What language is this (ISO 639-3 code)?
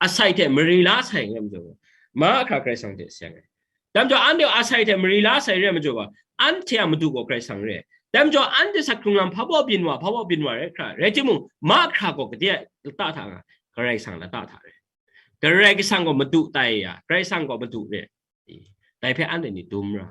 kac